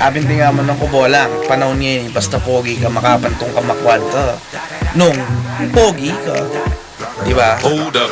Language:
Pampanga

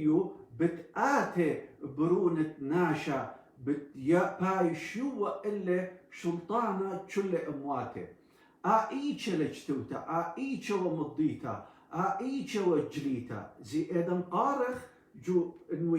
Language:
Assyrian Neo-Aramaic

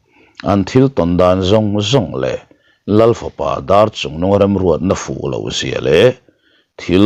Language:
Mizo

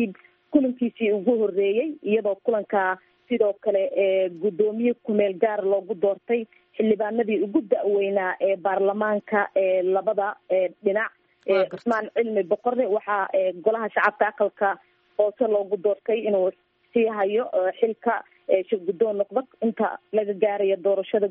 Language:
Somali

